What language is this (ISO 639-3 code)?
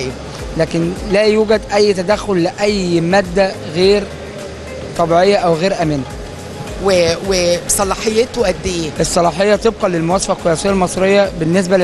arz